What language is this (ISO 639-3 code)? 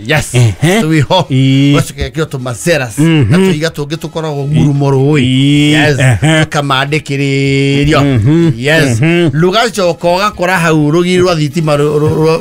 kik